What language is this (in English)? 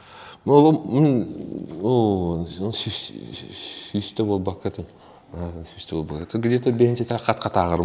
Yakut